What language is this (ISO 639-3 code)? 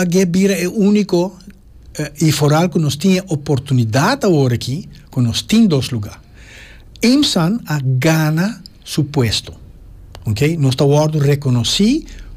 pap